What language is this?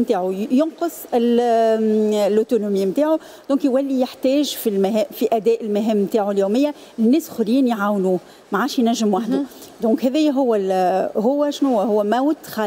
Tunisian Arabic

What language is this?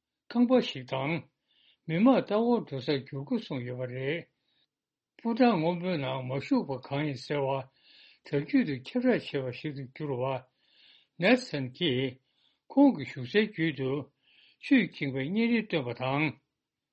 Tibetan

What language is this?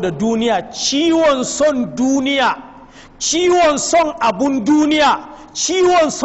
Hausa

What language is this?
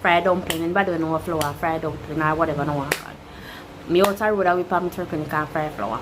Jamaican Creole English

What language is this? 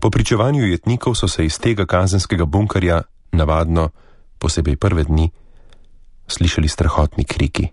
Slovenian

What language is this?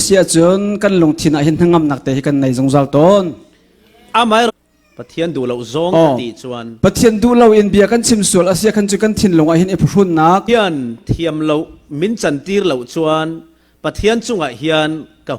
Falam Chin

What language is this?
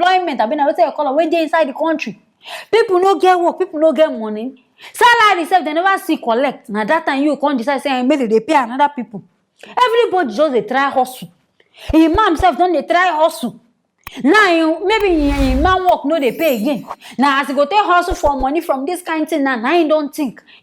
Nigerian Pidgin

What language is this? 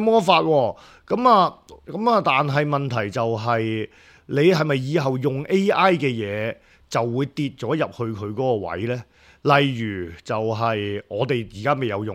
Cantonese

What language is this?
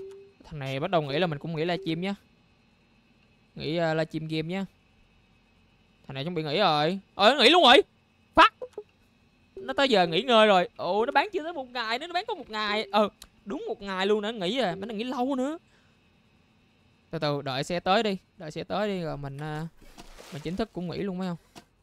Vietnamese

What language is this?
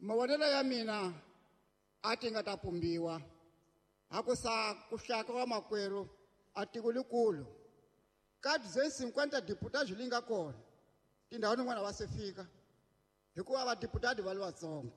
Tsonga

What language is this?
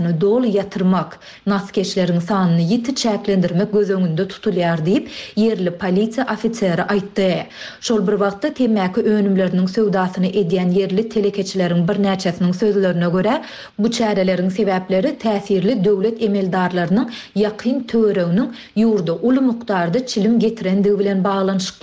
Turkmen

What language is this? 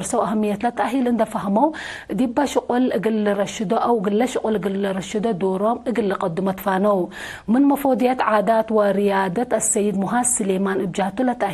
Tigre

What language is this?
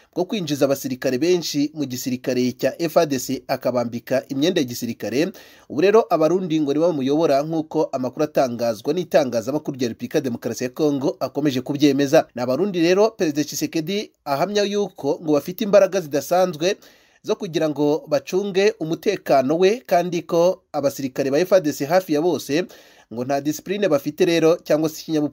Kinyarwanda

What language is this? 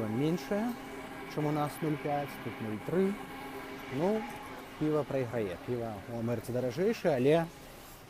Belarusian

